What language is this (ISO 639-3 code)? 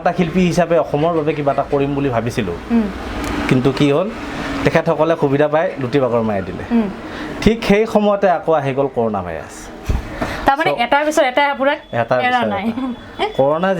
asm